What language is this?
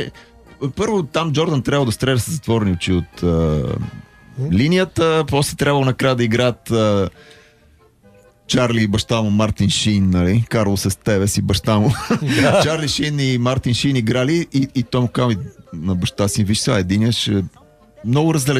Bulgarian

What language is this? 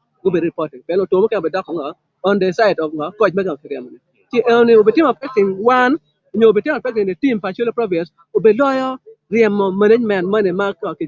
Acoli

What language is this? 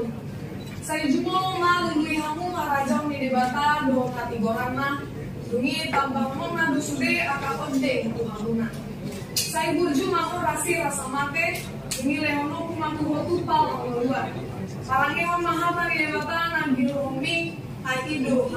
Batak Toba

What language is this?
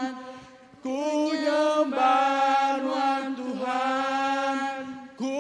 Iban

